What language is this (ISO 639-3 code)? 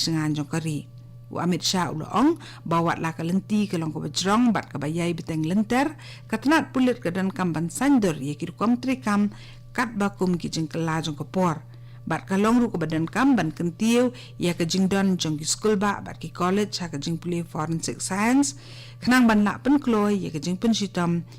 kha